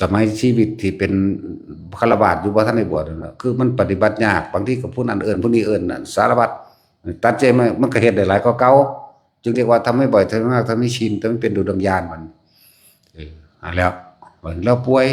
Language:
Northeastern Thai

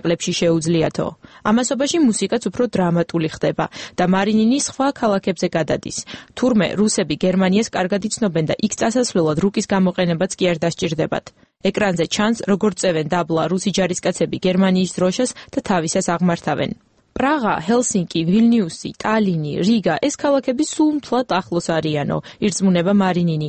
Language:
Georgian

